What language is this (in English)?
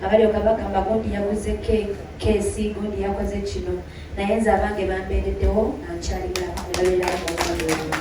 Ganda